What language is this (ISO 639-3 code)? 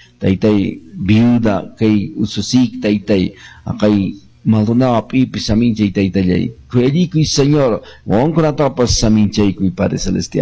que